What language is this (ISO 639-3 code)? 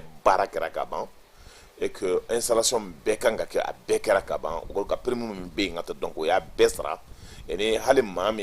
bam